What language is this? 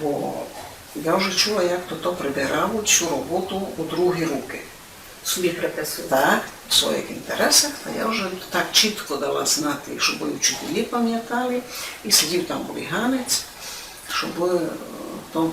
Rusyn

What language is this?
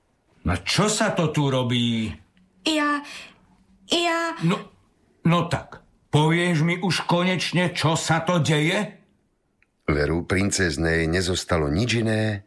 Slovak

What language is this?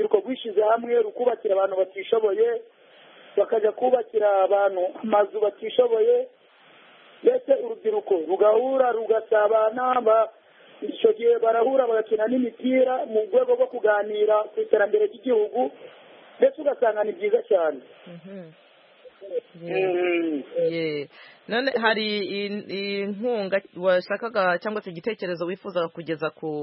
Kinyarwanda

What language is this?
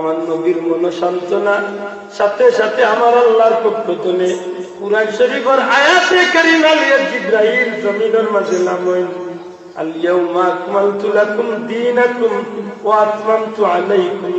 Sylheti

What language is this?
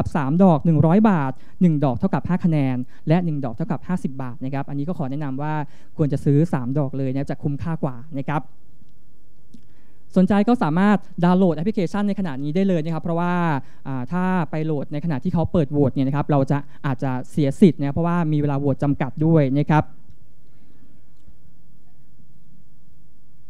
Thai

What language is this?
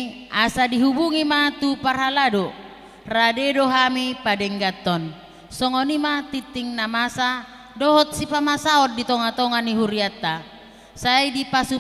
Batak Toba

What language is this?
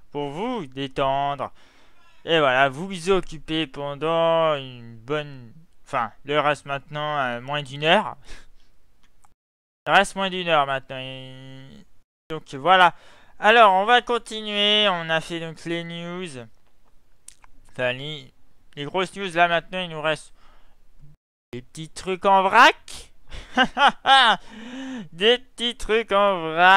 French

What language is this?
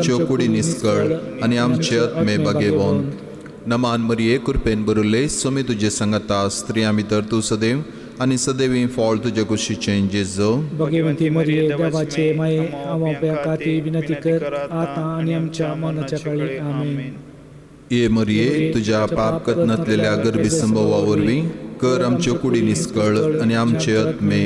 Konkani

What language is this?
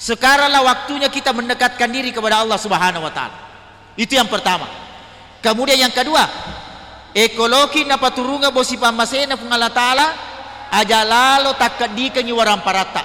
Buginese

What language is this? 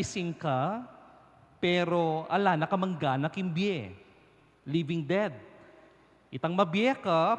Pampanga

